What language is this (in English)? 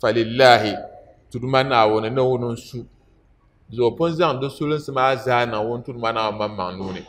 Dagbani